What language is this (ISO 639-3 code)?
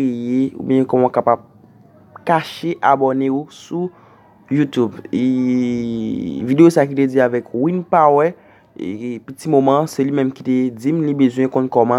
hat